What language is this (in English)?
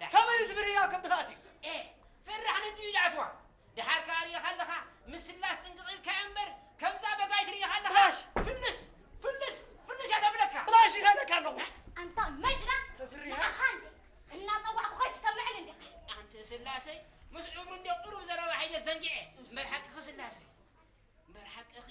Tigrinya